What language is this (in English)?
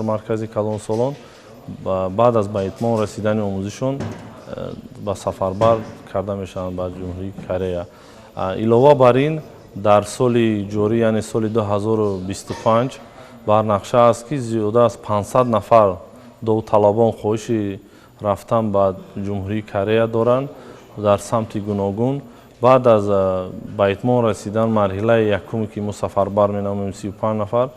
Tajik